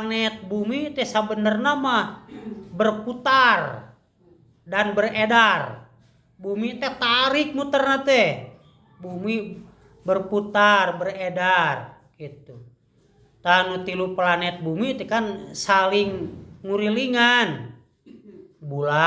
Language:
Sundanese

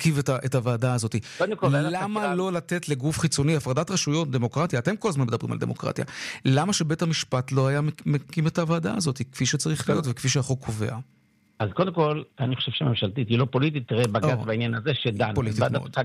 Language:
Hebrew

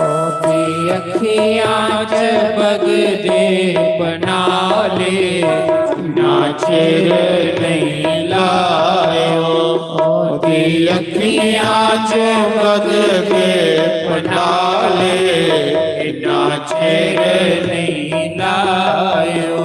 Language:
Dogri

